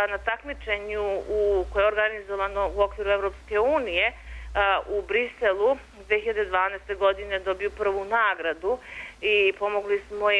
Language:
Serbian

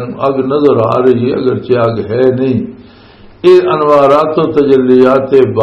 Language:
Western Panjabi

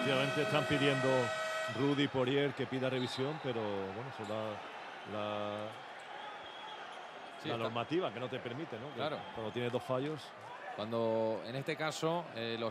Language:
Spanish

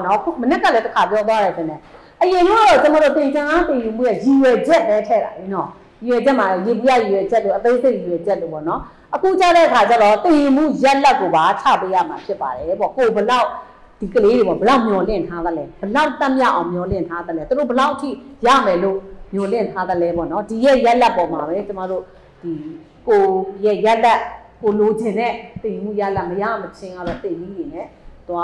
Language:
Burmese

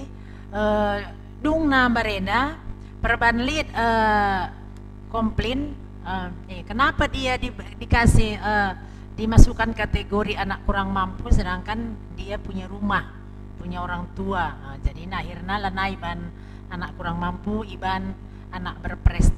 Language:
Batak Karo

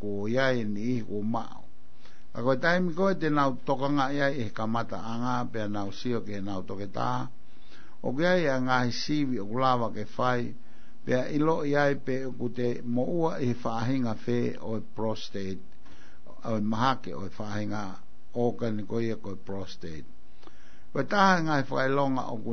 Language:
Tongan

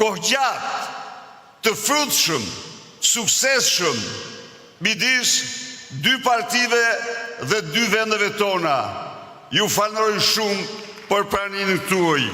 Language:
Albanian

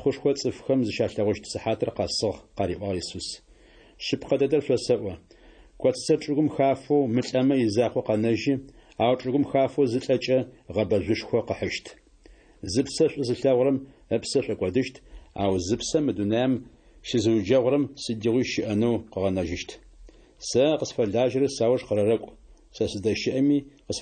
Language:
Adyghe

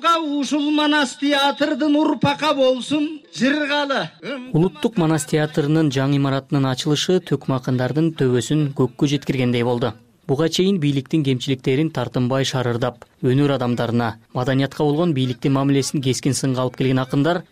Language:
Kyrgyz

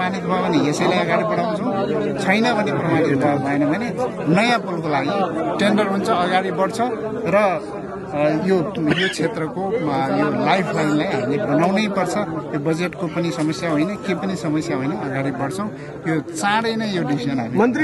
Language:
Nepali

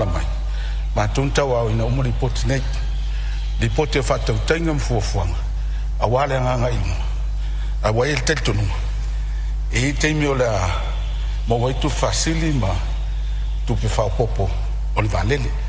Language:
Samoan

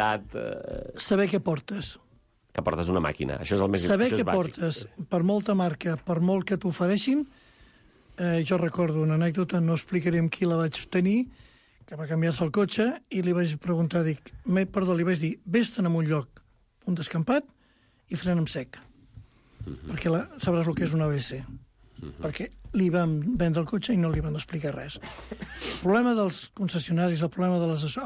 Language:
Catalan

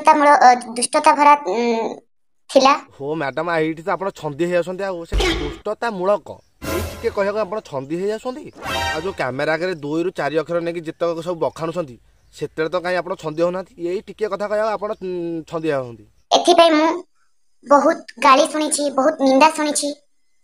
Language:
Odia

